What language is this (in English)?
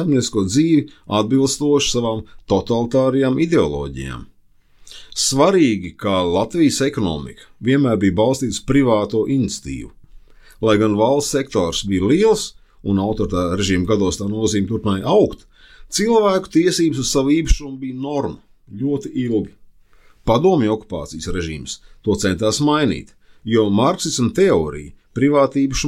Latvian